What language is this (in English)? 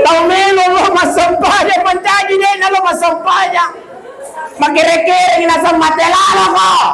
Buginese